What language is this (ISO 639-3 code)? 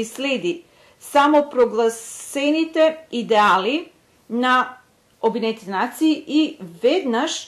mkd